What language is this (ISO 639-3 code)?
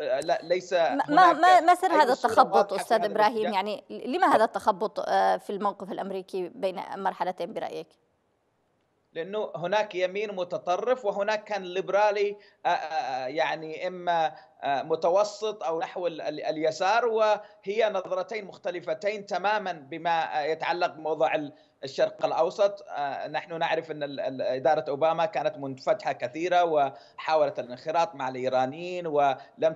ara